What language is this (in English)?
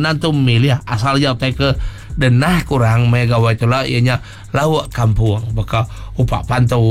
Iban